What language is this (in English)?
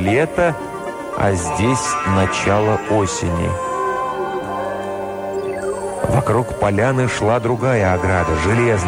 Russian